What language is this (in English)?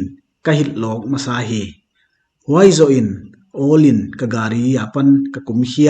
Paite Chin